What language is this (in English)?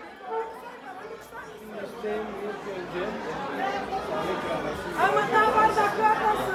Turkish